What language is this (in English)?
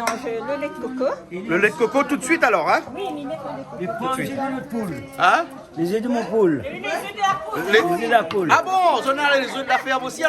Réunion Creole French